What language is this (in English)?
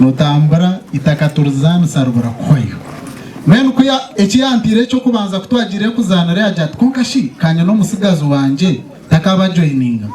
Nyankole